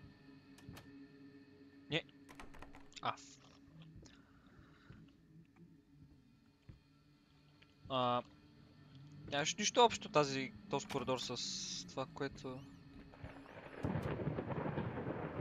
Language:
Bulgarian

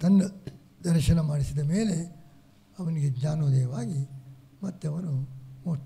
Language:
Kannada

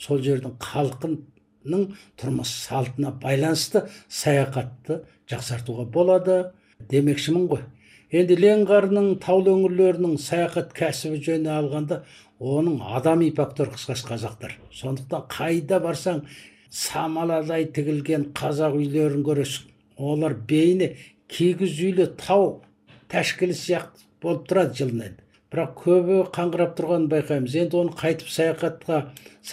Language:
Kazakh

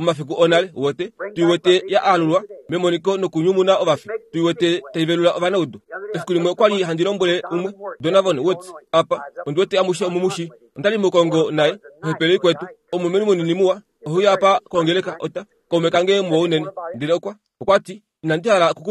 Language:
Kuanyama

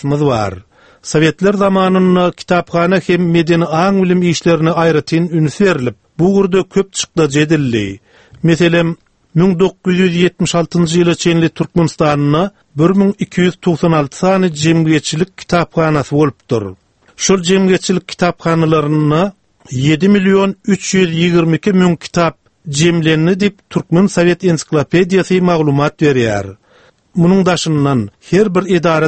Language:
Turkmen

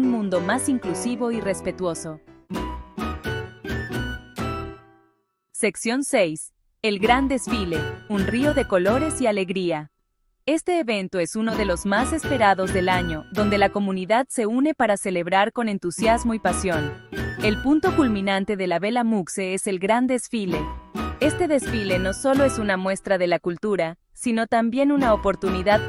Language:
Spanish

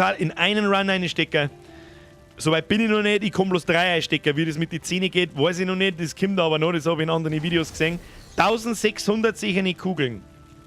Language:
Bavarian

